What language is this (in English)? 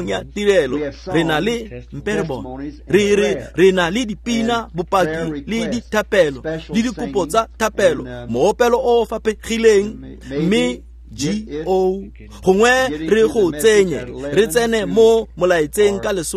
Tswana